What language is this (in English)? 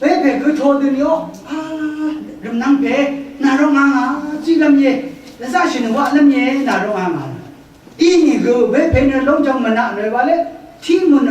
Rawang